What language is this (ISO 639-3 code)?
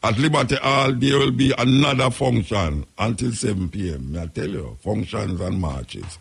jam